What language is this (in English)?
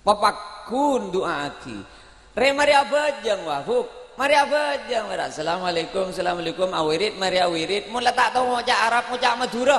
Madurese